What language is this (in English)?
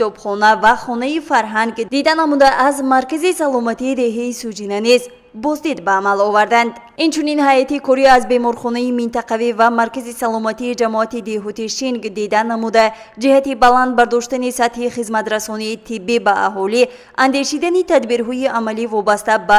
Tajik